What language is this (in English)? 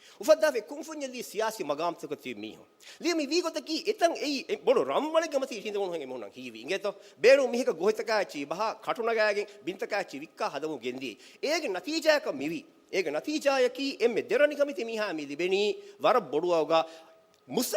Divehi